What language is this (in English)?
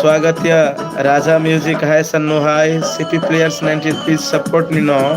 Maithili